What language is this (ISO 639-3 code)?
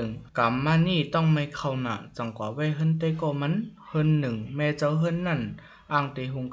shn